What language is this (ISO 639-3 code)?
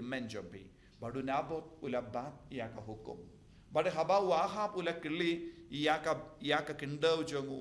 kha